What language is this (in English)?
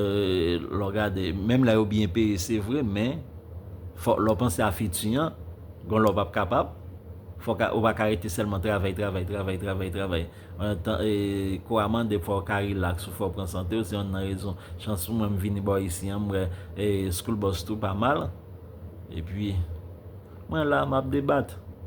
Haitian Creole